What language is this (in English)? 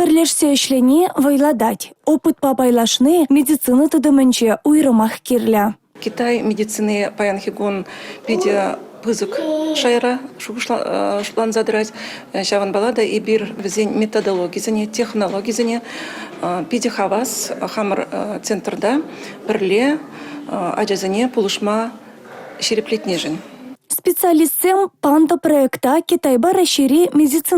Chuvash